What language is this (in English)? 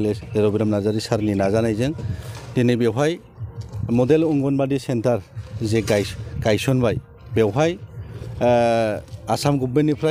Bodo